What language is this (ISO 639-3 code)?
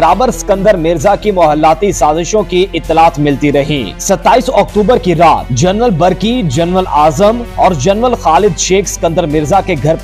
urd